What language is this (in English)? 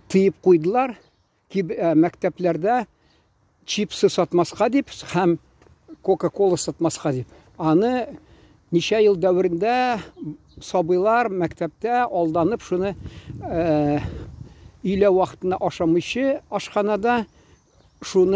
Tatar